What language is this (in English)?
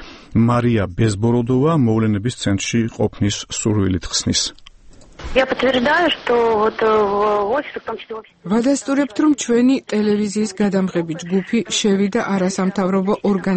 Georgian